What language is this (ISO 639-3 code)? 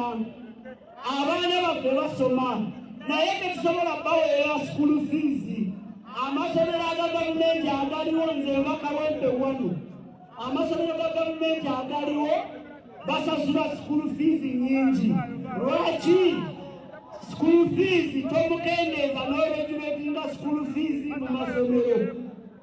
lug